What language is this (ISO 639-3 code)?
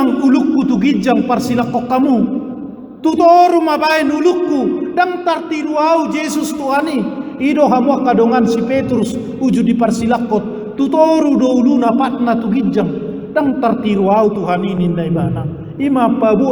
bbc